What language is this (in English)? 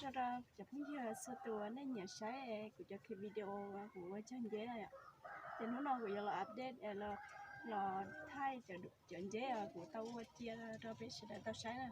Hmong